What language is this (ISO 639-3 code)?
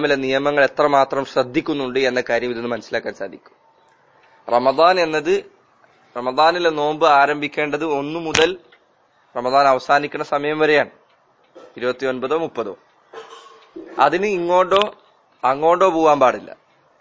mal